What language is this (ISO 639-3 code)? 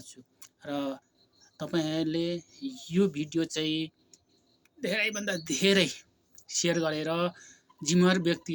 nep